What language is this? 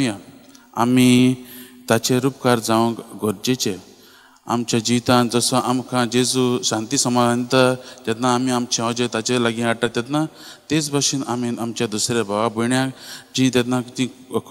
Konkani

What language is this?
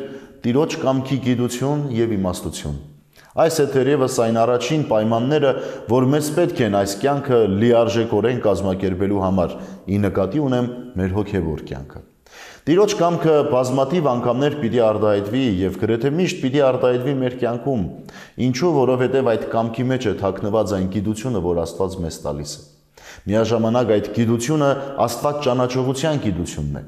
Armenian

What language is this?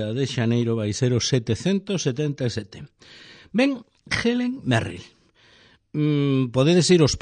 Galician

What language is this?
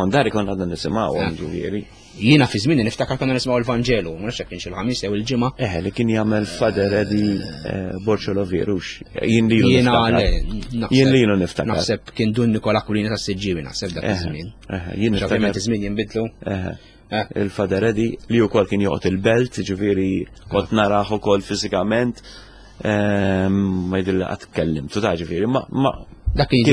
Maltese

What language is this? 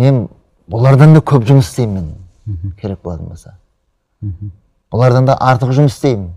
Kazakh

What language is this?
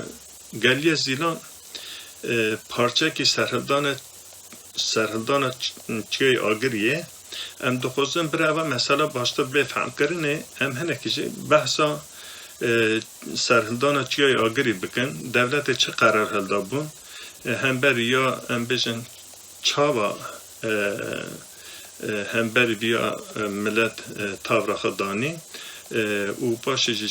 Kurdish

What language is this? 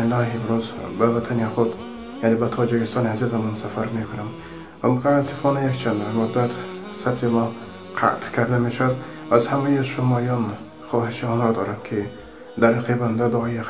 Tajik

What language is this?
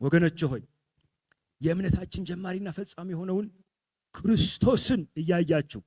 Amharic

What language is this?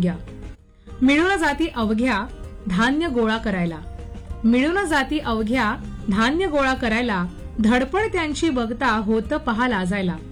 Marathi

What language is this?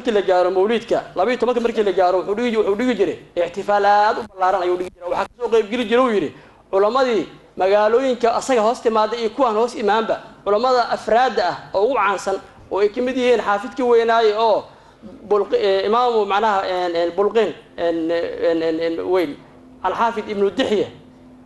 Somali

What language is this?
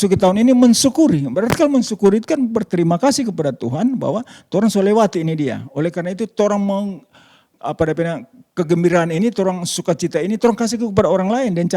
Manado Malay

